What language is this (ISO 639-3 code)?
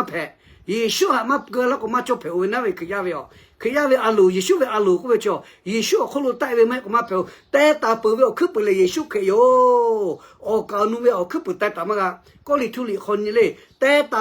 lhu